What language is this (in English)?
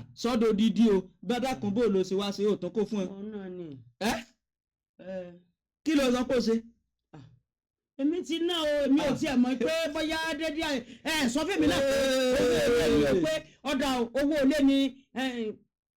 Yoruba